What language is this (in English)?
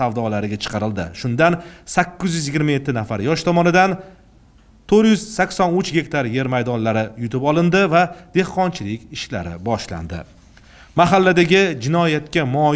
Uzbek